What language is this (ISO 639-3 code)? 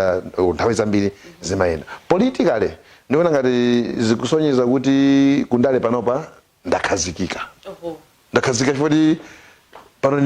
nya